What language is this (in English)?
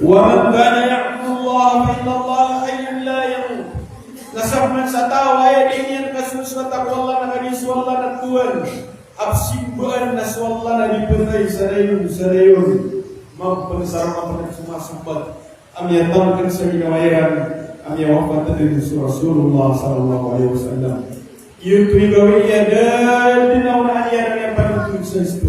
Maranao